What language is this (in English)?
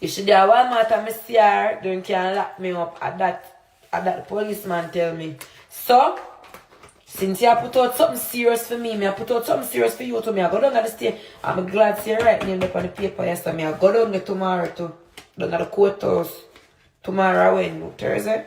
Jamaican Creole English